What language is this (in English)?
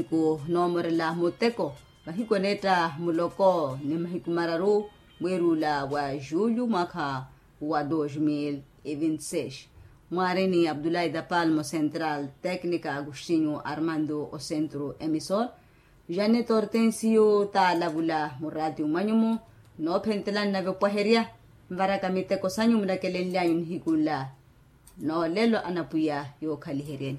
Makhuwa